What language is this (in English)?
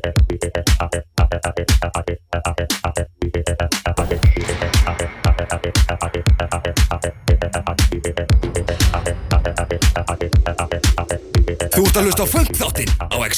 Icelandic